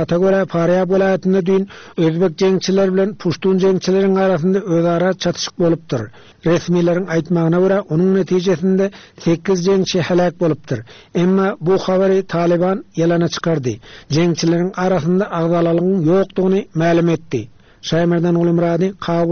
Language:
Turkmen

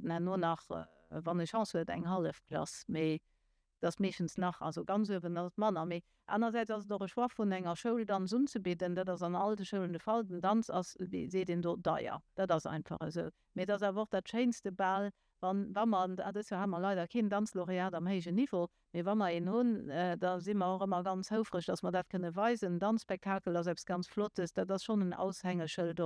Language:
Luxembourgish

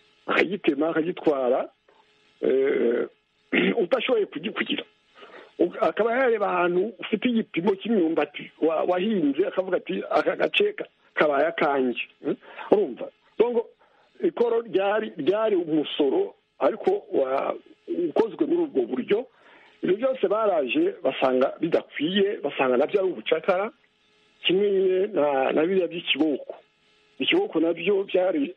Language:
Kinyarwanda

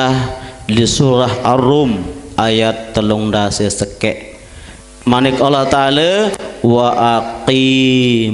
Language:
Sasak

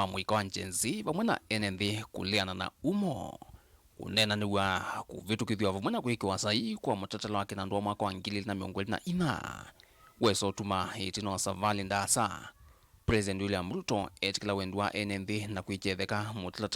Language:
Kamba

